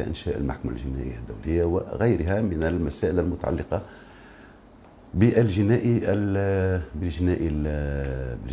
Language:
Tunisian Arabic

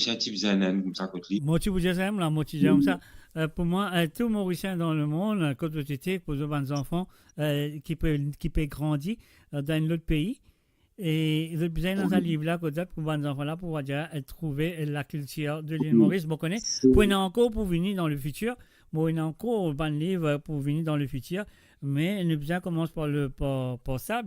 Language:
Morisyen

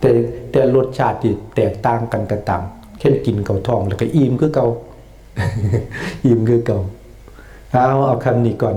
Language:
Lao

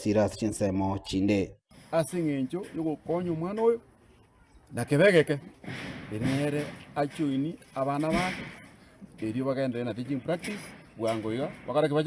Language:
Gusii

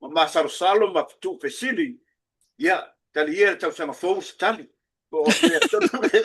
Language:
Samoan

